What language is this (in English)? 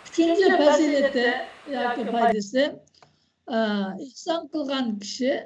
Uyghur